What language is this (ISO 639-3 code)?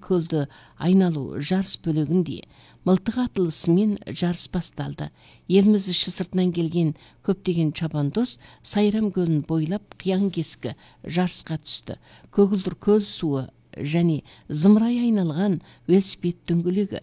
kaz